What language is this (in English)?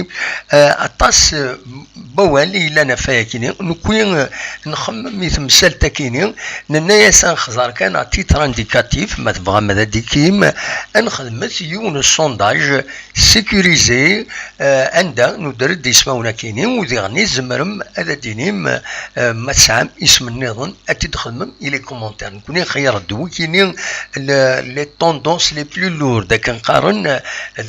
Kabyle